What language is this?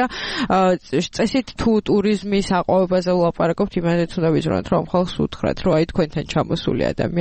Georgian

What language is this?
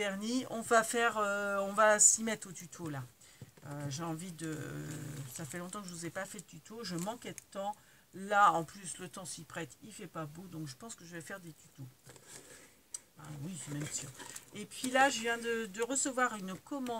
French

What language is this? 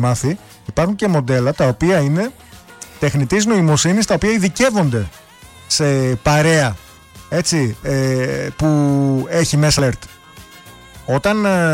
Greek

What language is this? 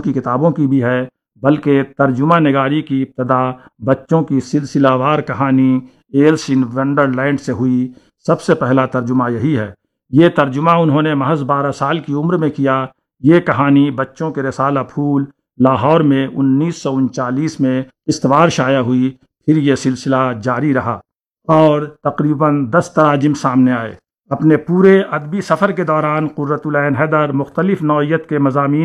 Urdu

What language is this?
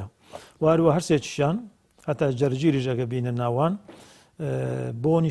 Central Kurdish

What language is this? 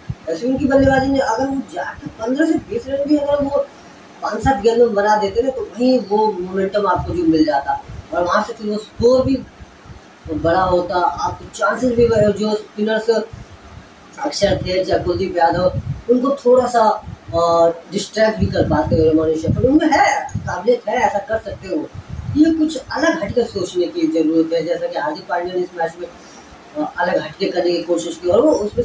Hindi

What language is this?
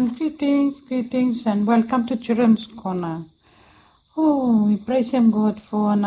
Bislama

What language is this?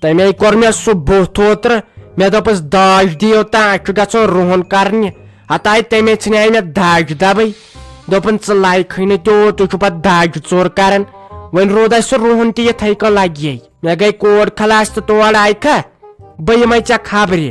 Kashmiri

